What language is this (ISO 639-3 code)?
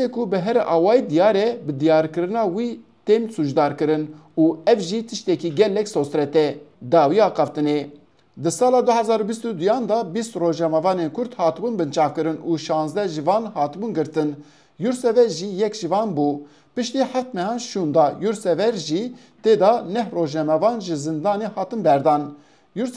kur